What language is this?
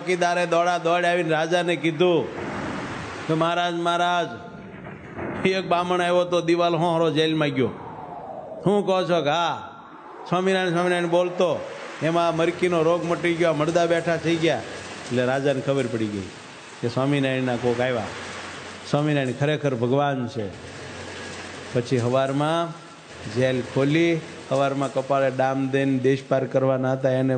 Gujarati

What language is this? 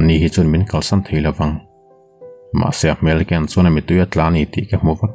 Mizo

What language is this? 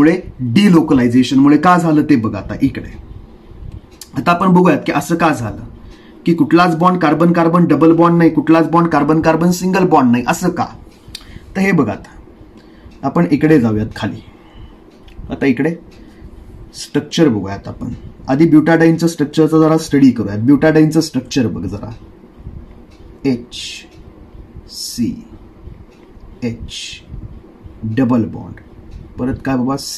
Marathi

